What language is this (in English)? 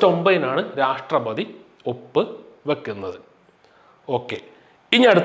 Malayalam